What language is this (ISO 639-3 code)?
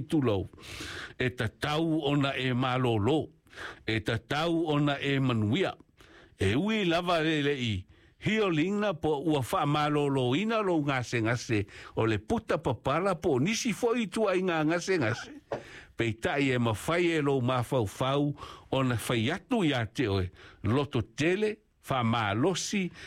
smo